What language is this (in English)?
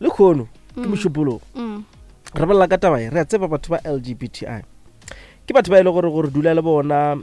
Northern Sotho